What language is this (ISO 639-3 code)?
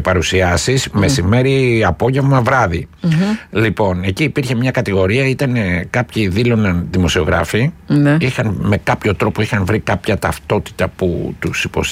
ell